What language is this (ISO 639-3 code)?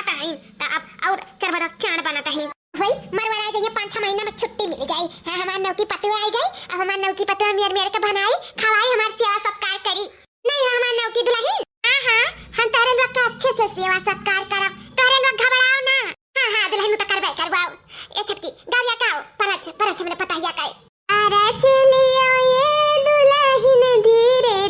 awa